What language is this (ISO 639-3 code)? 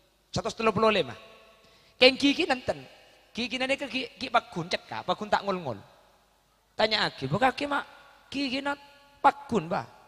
mad